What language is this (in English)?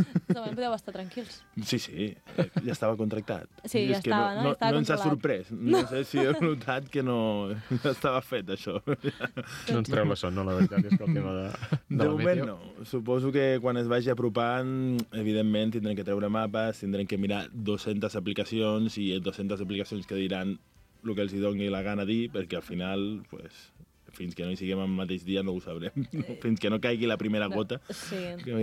Catalan